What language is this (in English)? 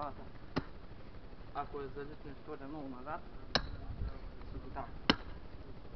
Bulgarian